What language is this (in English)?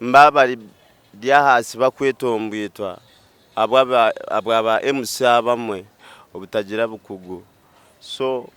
Nyankole